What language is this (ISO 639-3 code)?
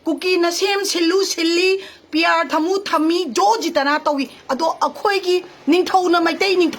mni